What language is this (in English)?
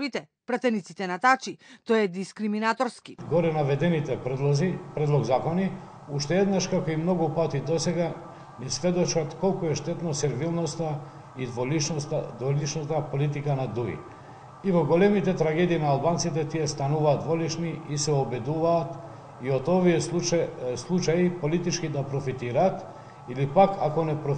Macedonian